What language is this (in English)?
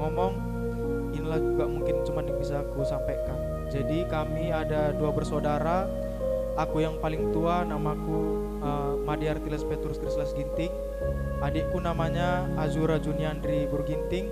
Batak Karo